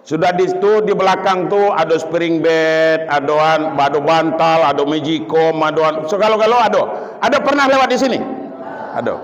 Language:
Minangkabau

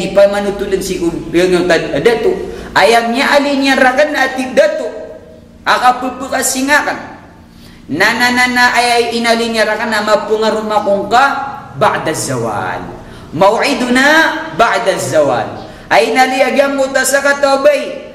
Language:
Maranao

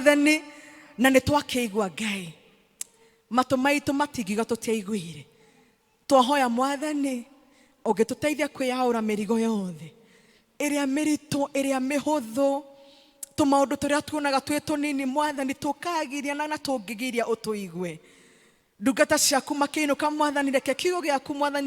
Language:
Kikuyu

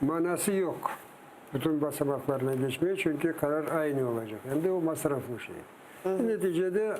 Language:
Crimean Tatar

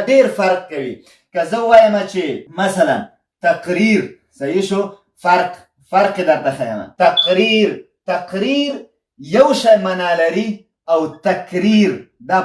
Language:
Pashto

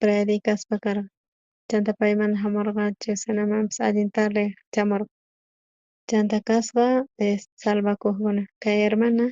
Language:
South Bolivian Quechua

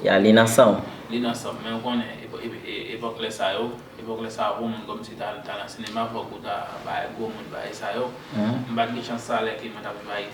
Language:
Haitian Creole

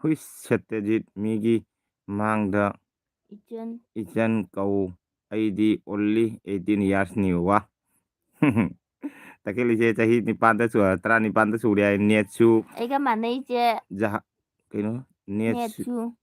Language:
Manipuri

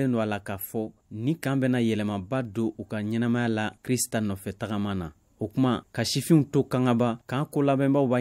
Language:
Bambara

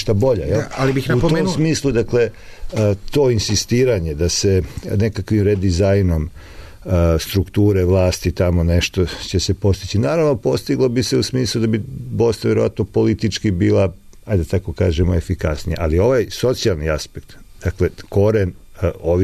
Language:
Serbian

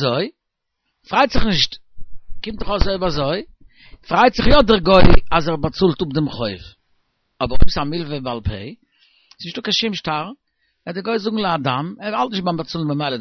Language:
Yiddish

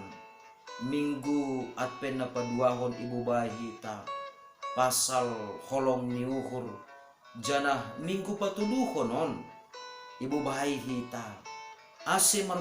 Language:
Batak Simalungun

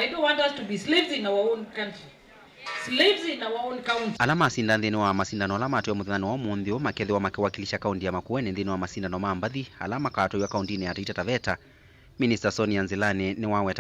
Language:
Kamba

